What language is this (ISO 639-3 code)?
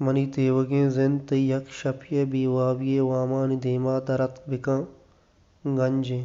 bal